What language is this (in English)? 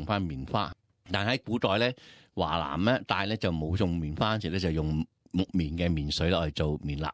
Cantonese